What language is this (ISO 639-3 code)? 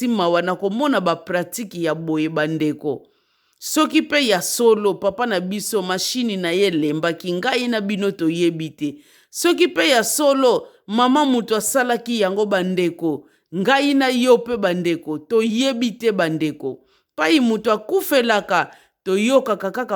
lin